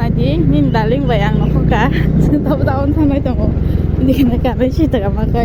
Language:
Kok Borok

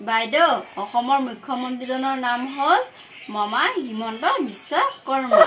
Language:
Assamese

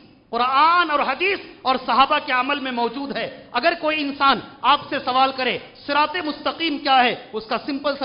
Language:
Urdu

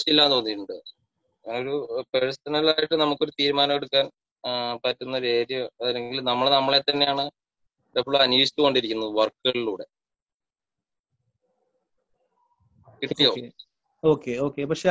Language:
Malayalam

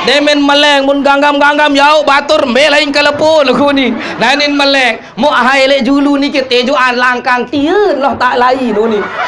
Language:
Sasak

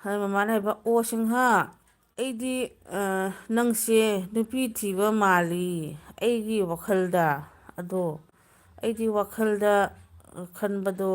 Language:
Manipuri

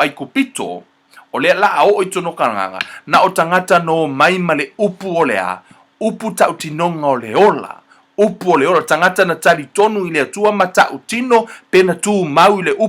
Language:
Samoan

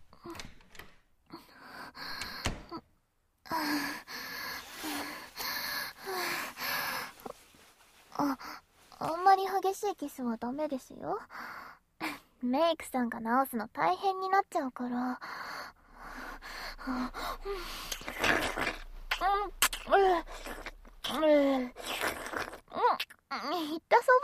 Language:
Japanese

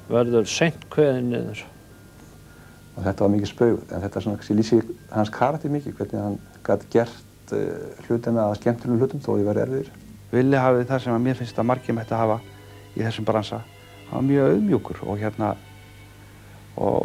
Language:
Icelandic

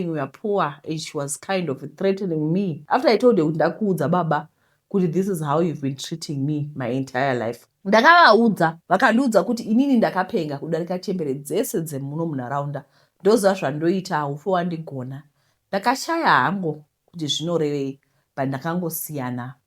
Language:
Shona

